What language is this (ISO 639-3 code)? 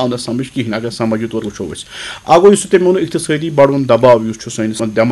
kas